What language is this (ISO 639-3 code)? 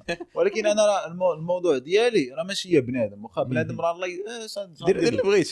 ary